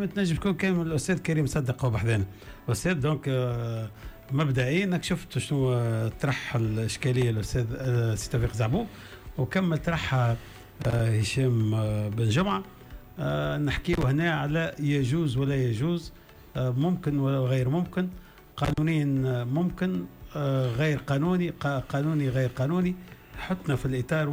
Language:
Tunisian Arabic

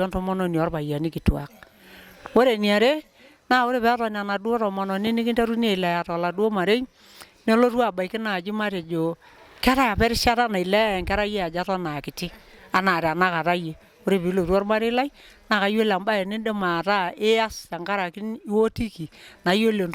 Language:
Masai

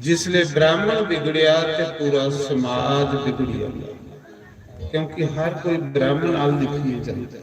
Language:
Dogri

